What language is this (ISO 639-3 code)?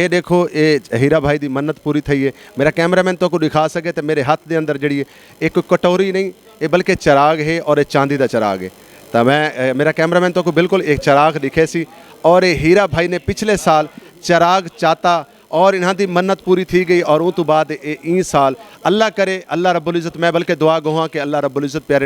skr